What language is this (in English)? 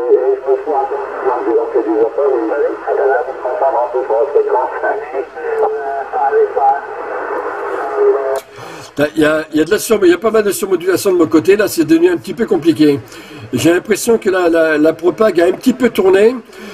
French